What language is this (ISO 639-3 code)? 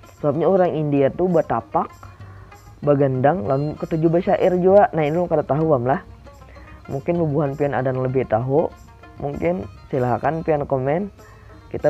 bjn